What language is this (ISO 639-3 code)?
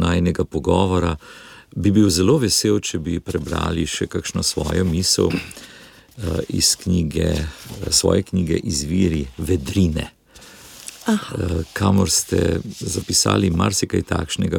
slv